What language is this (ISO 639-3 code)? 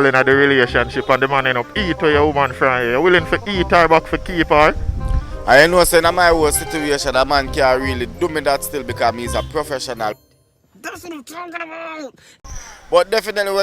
jam